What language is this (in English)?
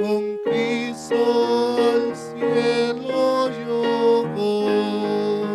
Aymara